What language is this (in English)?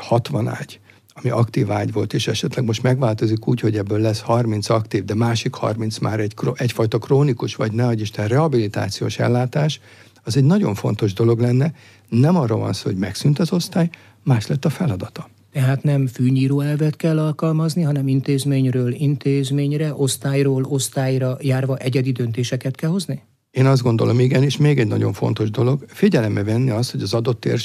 Hungarian